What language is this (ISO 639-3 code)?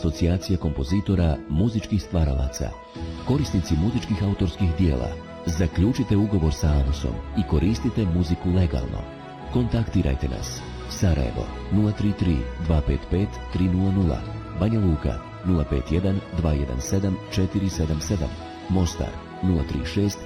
bos